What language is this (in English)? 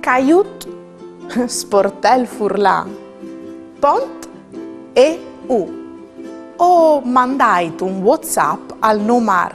Friulian